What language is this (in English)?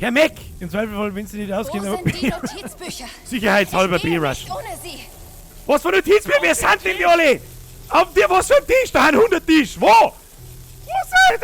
Bavarian